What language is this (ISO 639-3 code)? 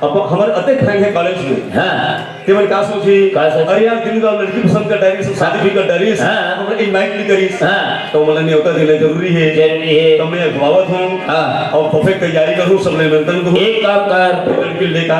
hne